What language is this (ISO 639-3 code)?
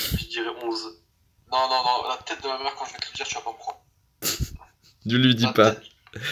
fra